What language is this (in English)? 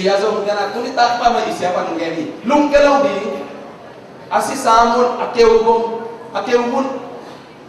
Tedim Chin